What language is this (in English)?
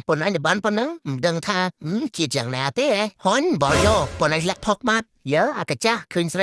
Khmer